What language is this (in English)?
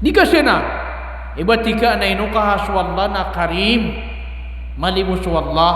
Maranao